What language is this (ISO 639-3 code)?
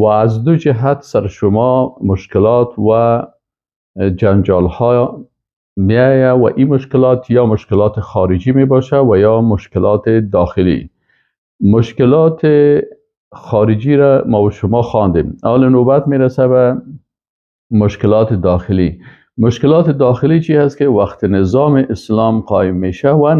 fas